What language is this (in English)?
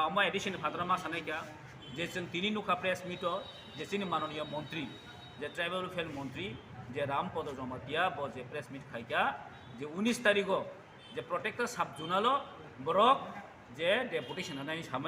Kok Borok